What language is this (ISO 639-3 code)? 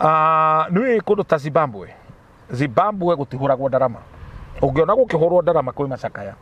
kik